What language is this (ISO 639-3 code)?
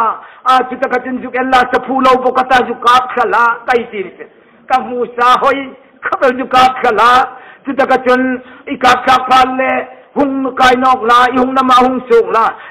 hmr